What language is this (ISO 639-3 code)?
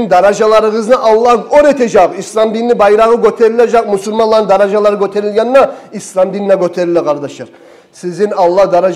kum